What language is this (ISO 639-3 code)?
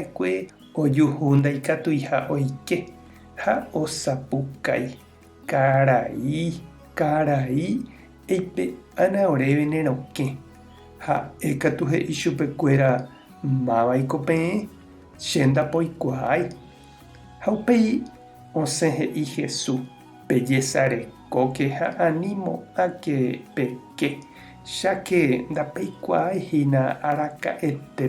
grn